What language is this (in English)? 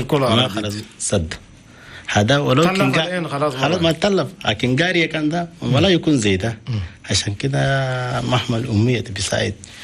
Chadian Arabic